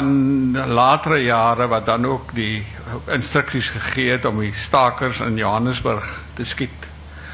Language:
Afrikaans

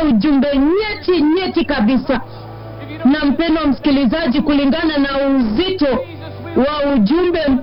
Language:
Swahili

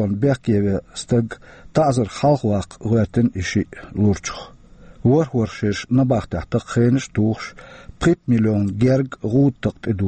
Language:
Chechen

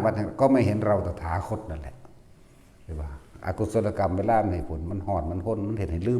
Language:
Northeastern Thai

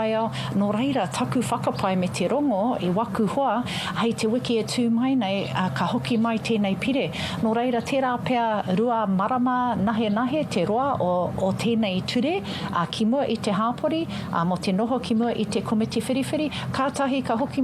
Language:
Māori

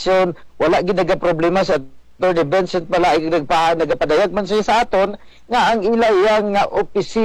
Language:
Hiligaynon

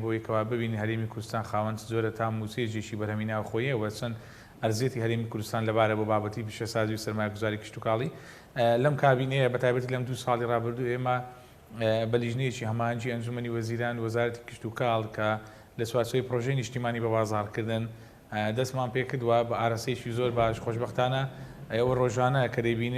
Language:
Central Kurdish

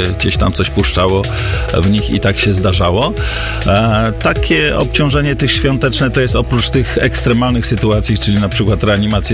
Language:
Polish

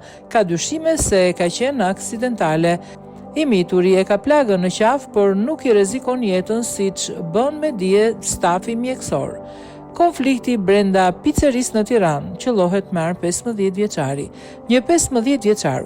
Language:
Albanian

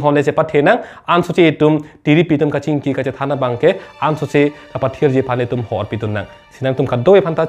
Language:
Karbi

